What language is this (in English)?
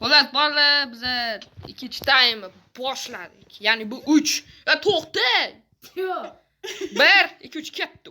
Uzbek